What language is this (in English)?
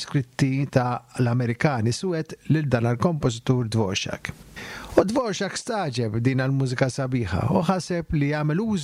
Maltese